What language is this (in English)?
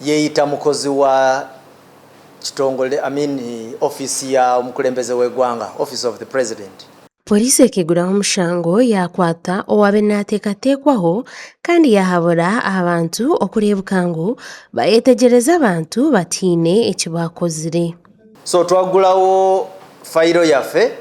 Nyankole